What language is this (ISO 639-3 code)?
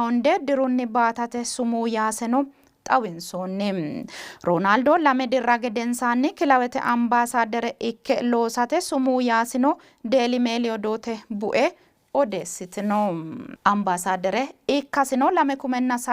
sid